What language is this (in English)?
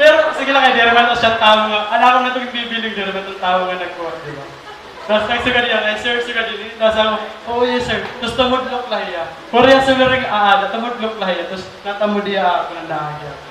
Waray